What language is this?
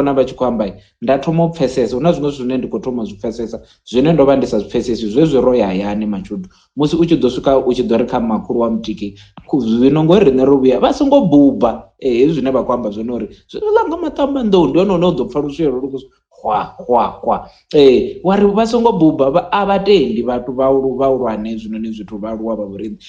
Venda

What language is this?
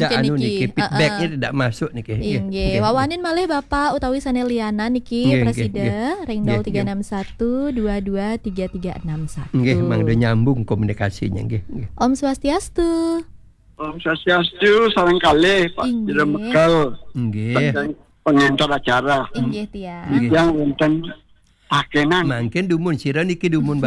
Balinese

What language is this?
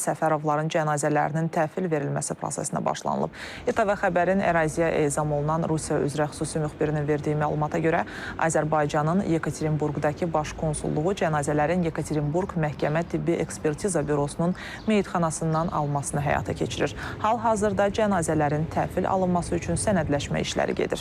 Azerbaijani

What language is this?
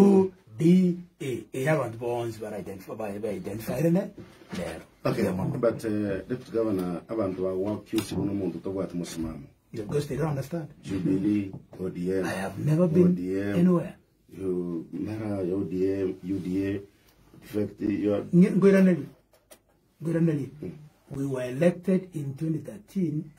Gusii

